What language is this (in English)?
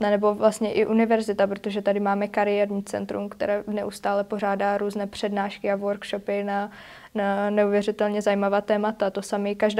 Czech